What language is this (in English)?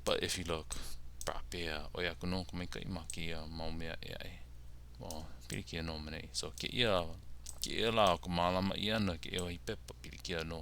Hawaiian